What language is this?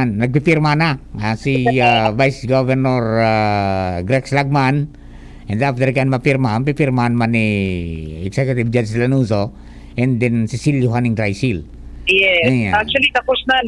Bikol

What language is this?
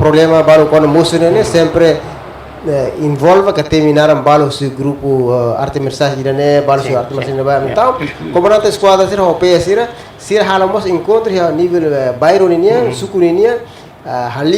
Tetum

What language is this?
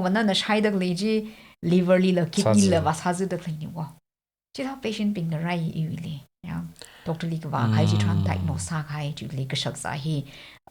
Tangkhul Naga (India)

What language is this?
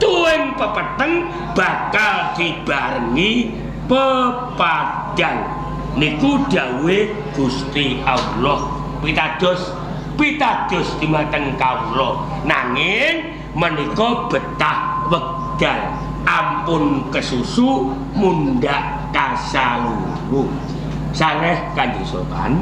Javanese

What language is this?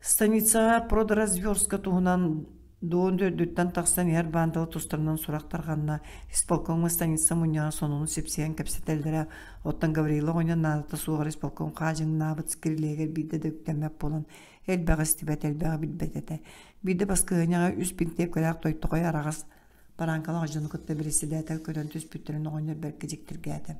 Yakut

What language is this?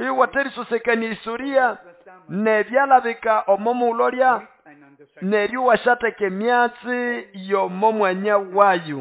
Nande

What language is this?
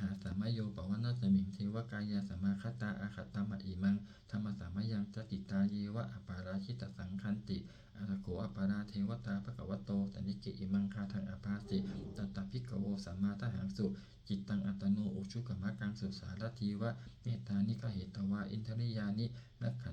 Pali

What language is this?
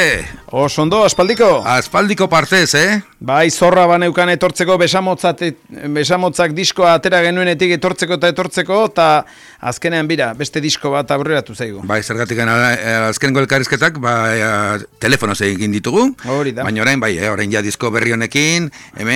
Basque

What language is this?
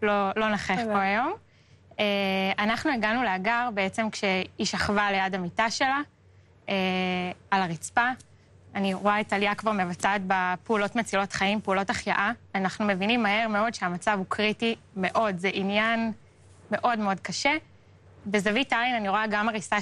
Hebrew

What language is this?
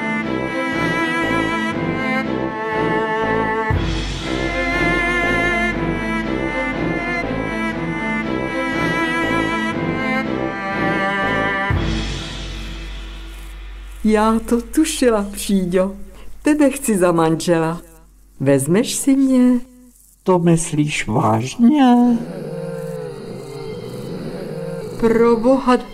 Czech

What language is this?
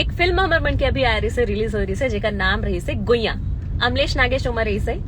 Chhattisgarhi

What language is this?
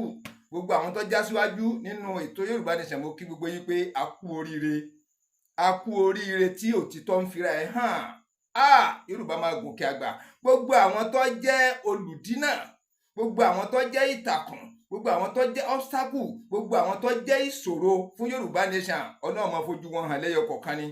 Yoruba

